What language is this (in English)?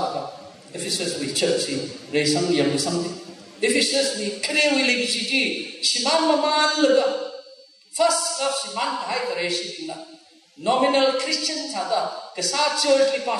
Tangkhul Naga (India)